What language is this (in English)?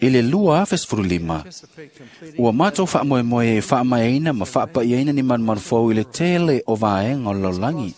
Samoan